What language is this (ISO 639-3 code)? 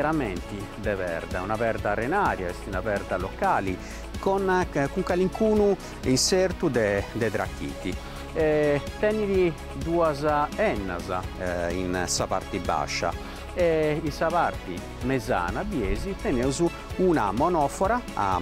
srd